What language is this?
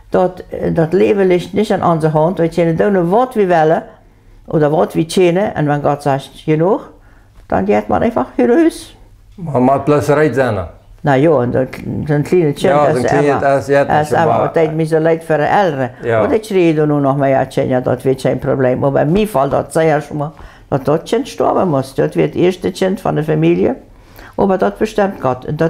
Plautdietsch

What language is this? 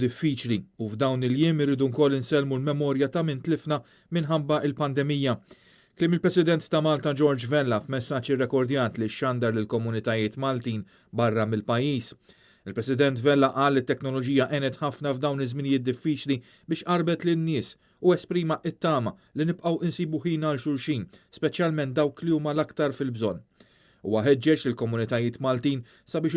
Maltese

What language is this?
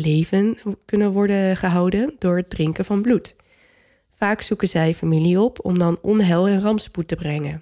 Dutch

